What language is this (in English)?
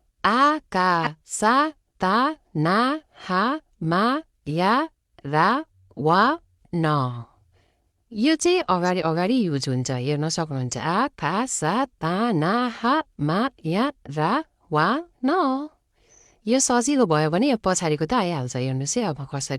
Nepali